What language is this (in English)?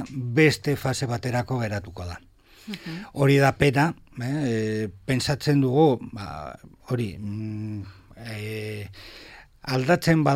Basque